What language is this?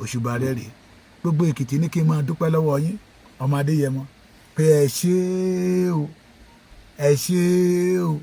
Yoruba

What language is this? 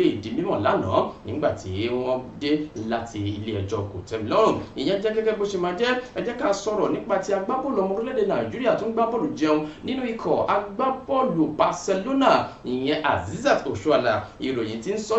Yoruba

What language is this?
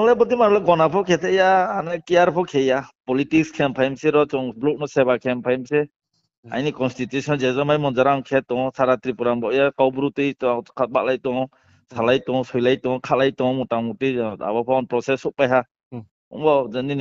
Riang (India)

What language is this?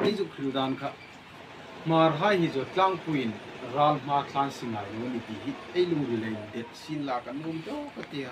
Hmar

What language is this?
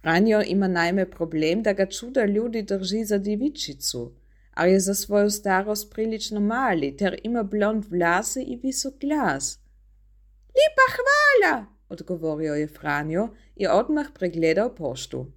Serbian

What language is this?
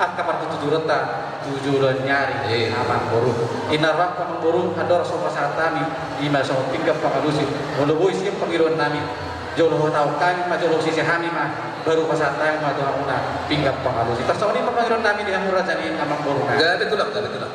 Batak Toba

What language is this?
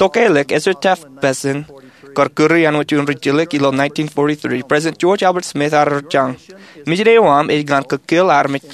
Marshallese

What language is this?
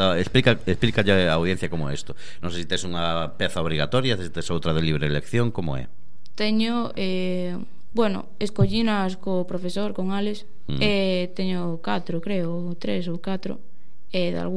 Galician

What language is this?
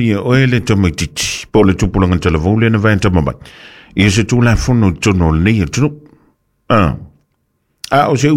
Samoan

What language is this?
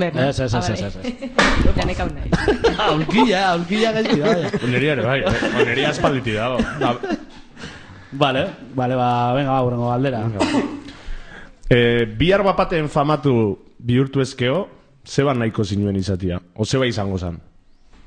Basque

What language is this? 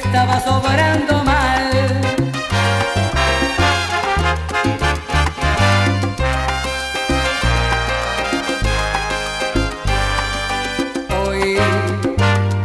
Spanish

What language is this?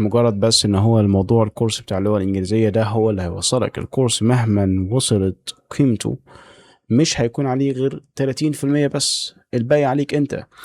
Egyptian Arabic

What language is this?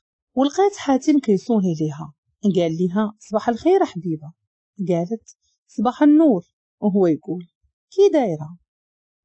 Moroccan Arabic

